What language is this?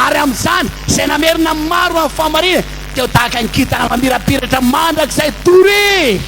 Malagasy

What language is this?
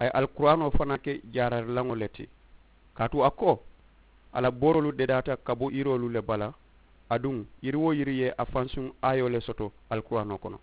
Mandingo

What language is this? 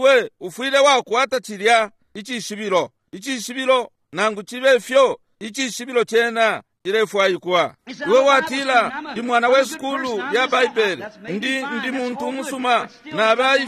Bemba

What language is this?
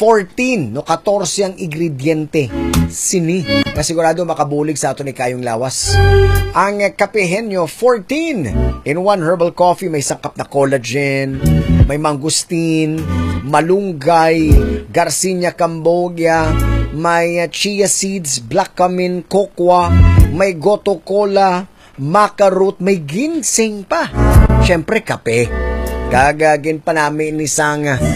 Hiligaynon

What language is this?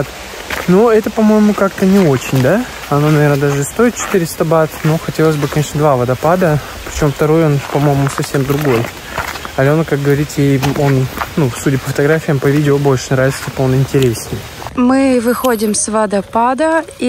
Russian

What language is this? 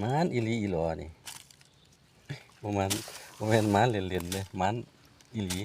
Lao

